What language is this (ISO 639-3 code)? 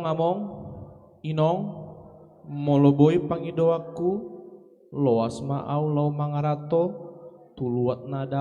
bbc